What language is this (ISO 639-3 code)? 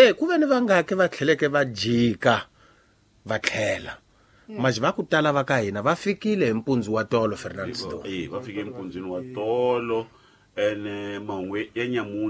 tso